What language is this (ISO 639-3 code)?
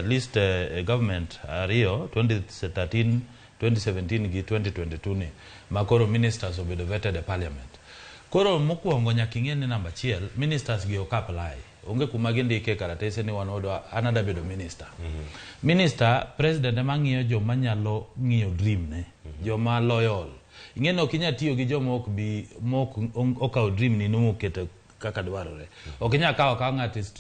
luo